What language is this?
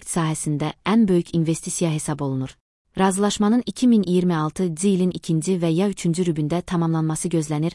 Azerbaijani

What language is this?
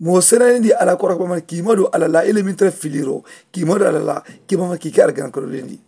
Mandingo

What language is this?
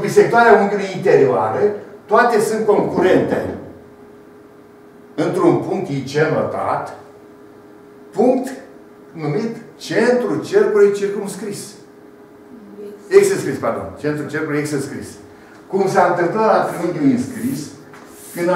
Romanian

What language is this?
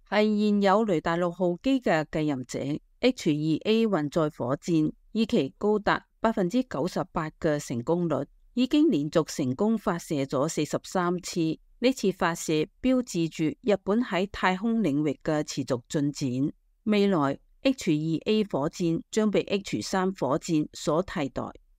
Cantonese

